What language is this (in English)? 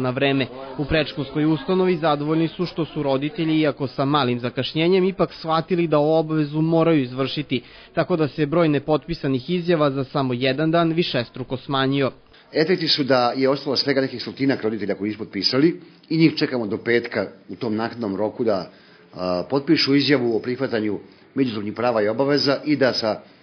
Serbian